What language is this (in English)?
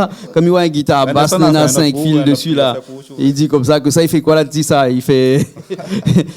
Réunion Creole French